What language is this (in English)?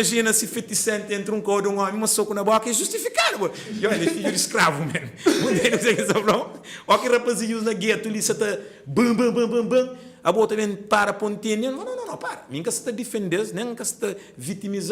Kabuverdianu